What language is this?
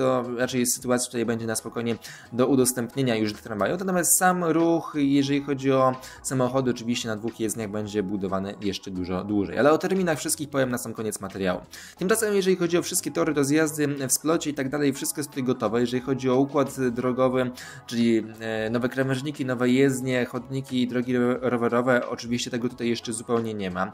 Polish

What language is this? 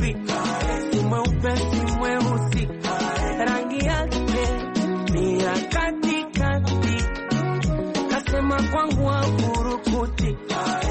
Swahili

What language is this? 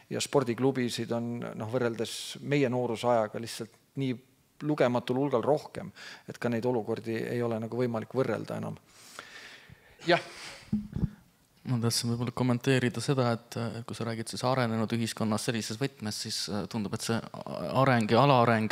Estonian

